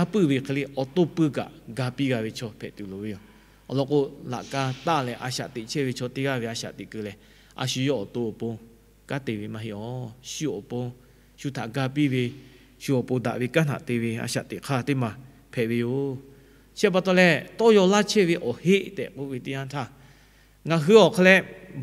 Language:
Lahu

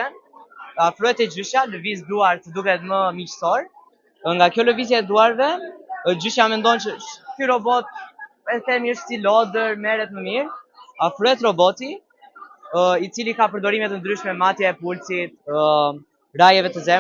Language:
Albanian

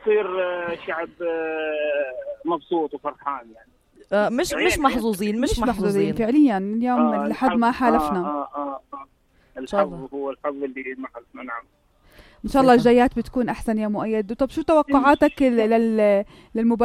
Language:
North Levantine Arabic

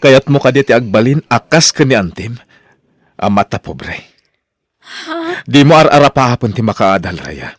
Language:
Iloko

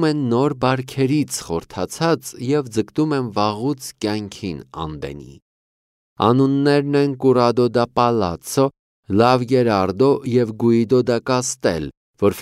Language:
Armenian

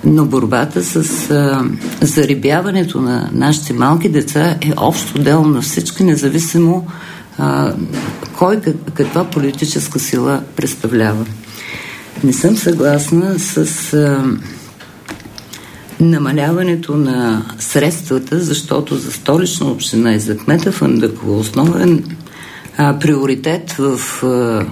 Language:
Bulgarian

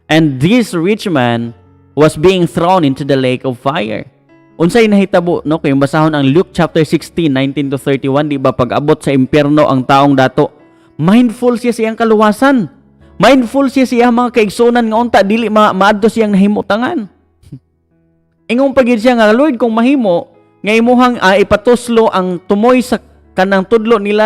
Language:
Cebuano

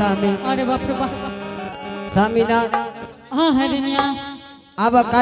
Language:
Angika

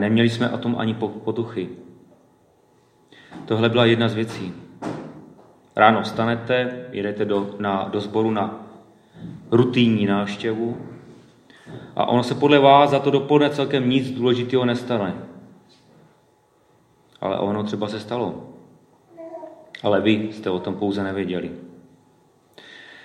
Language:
Czech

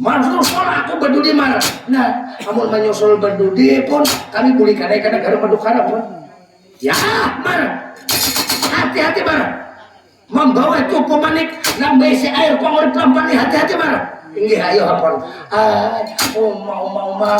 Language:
Banjar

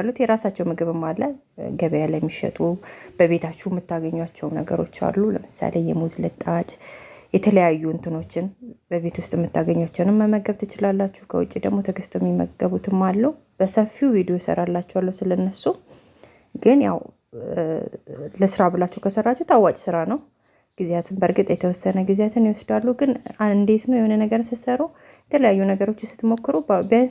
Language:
Amharic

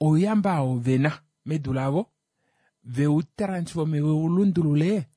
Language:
Kuanyama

